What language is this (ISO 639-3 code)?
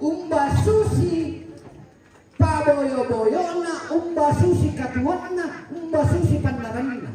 sda